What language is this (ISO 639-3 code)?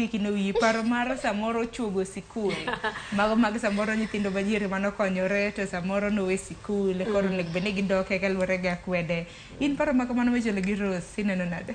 luo